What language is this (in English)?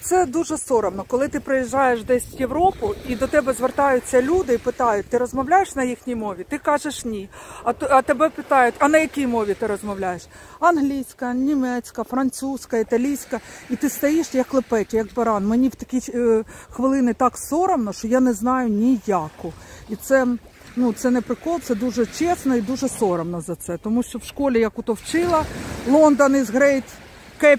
Ukrainian